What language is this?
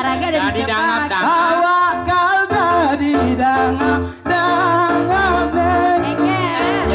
Balinese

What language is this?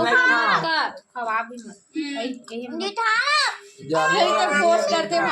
Chhattisgarhi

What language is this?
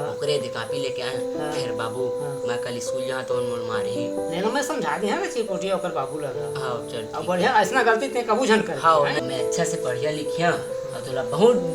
Chhattisgarhi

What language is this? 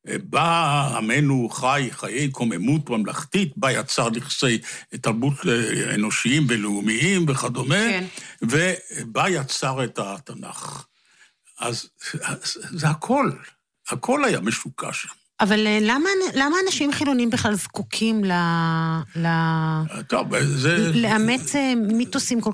Hebrew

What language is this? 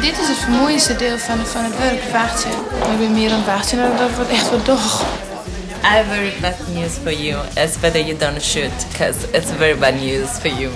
Western Frisian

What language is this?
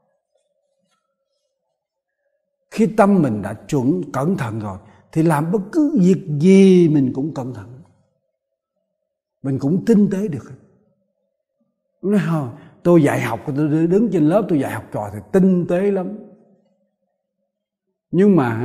Vietnamese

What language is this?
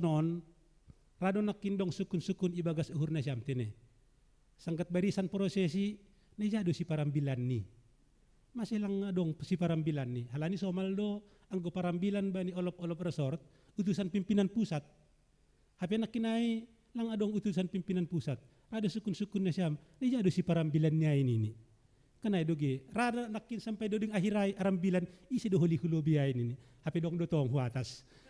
Batak Simalungun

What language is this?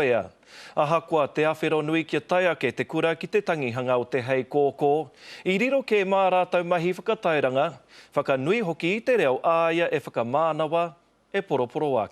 Māori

